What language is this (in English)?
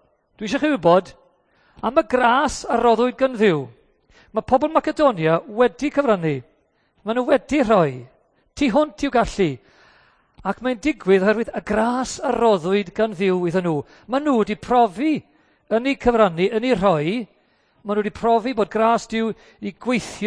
Welsh